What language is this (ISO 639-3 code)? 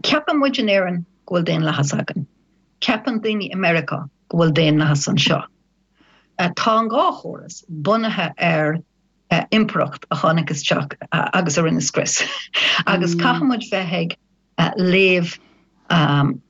gle